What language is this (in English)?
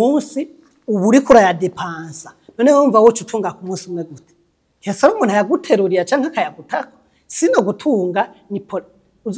Rundi